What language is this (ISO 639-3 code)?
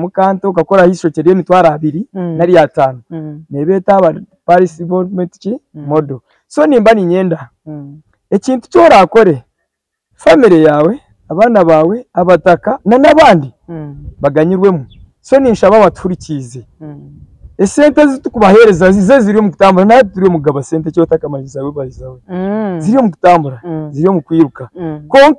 nyn